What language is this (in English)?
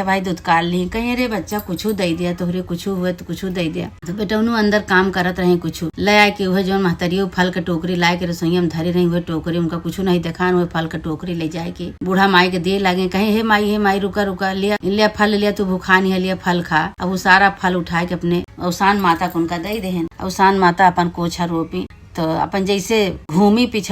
Awadhi